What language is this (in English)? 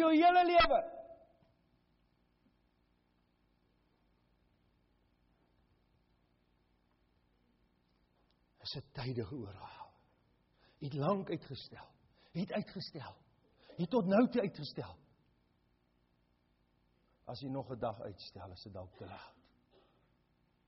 Afrikaans